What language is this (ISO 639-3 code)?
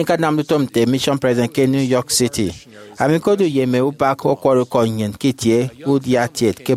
efi